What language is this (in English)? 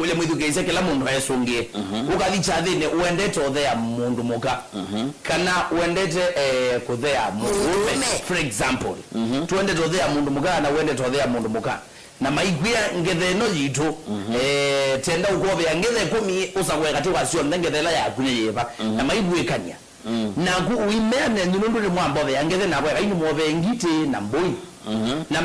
Kamba